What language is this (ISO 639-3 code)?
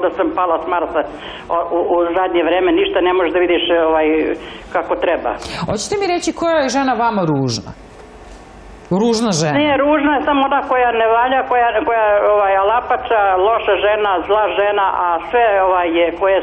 srp